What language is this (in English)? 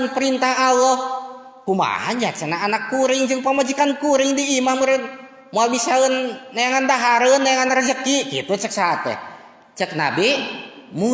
Sundanese